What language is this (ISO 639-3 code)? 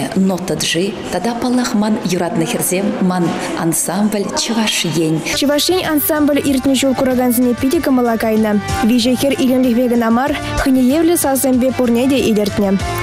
chv